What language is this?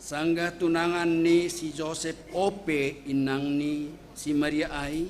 Batak Simalungun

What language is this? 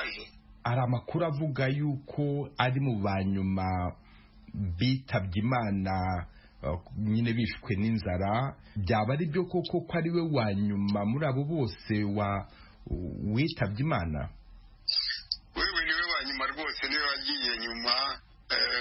Kinyarwanda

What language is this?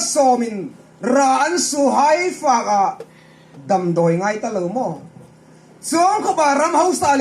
Hmar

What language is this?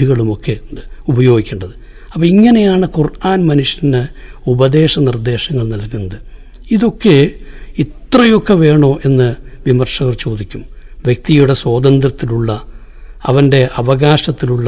Malayalam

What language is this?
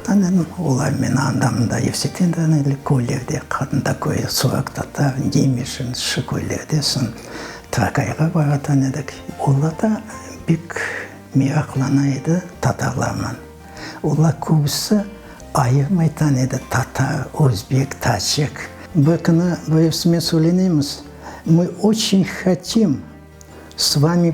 Crimean Tatar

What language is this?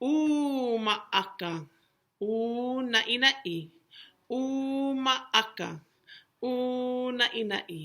Hawaiian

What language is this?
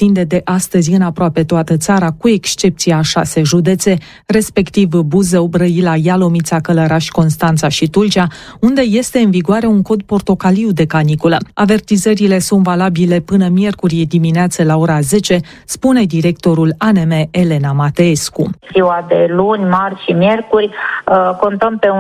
Romanian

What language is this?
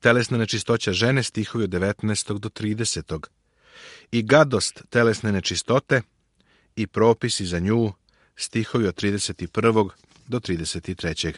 Serbian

